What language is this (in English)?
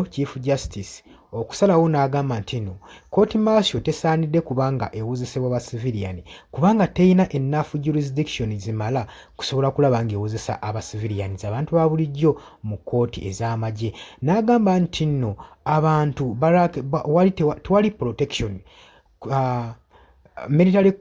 Ganda